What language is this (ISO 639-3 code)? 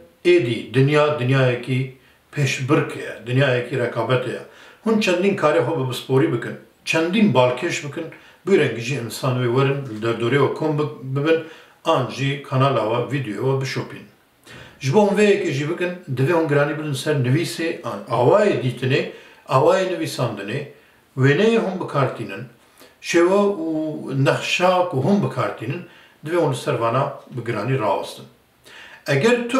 kur